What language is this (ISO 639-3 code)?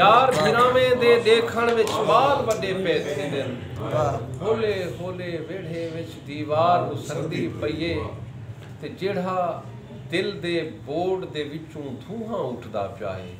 skr